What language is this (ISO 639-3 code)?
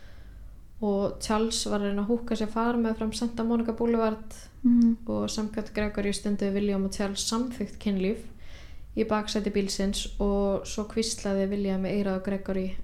isl